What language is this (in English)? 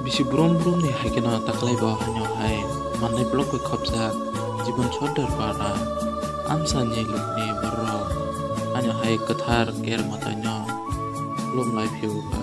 Kok Borok